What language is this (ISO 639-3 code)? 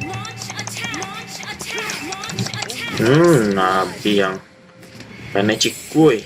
min